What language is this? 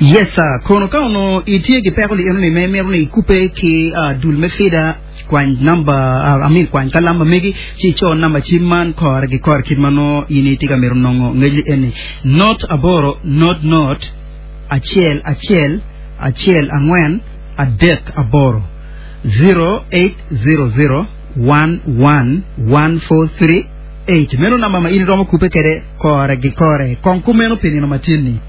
Acoli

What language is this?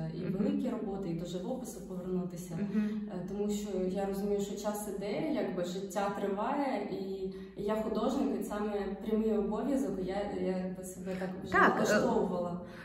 Ukrainian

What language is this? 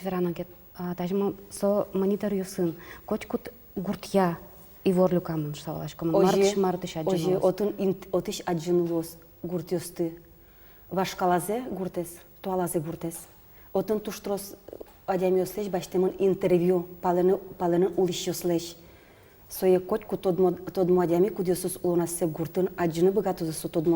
Udmurt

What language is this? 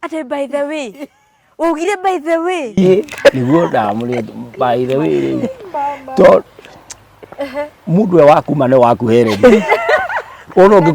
Kikuyu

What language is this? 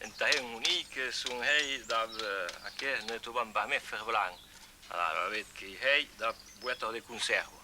Occitan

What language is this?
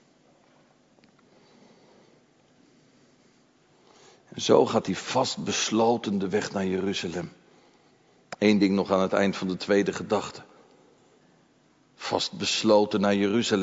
Dutch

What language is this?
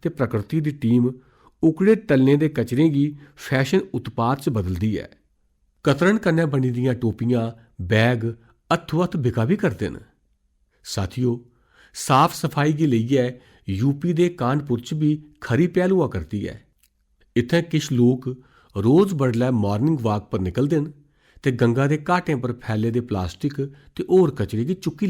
Dogri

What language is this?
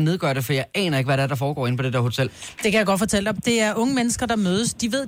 Danish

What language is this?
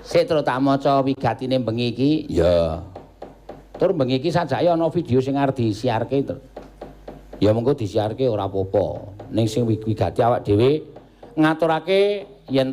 Javanese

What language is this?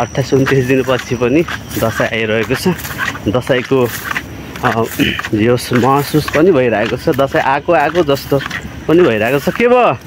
Nepali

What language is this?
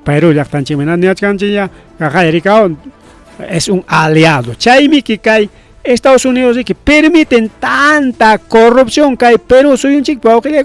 Ayacucho Quechua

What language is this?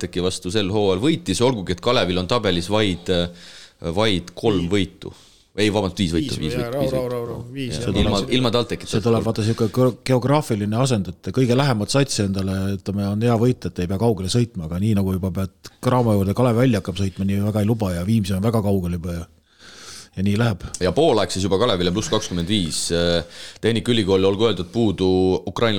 Estonian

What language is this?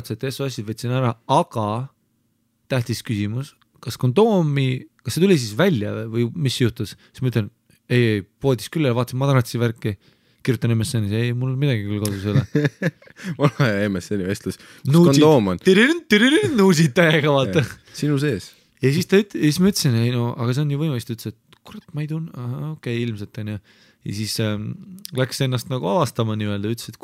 Estonian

